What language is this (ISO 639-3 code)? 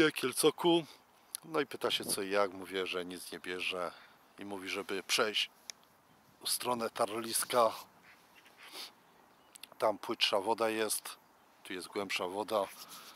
pol